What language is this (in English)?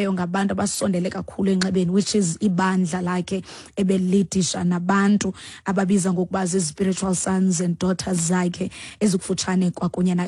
Xhosa